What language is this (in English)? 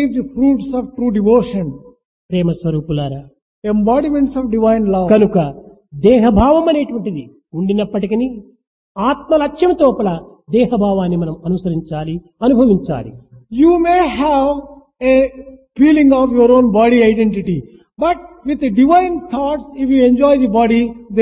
Telugu